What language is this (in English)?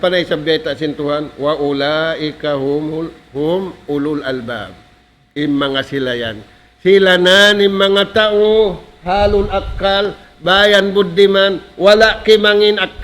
Tausug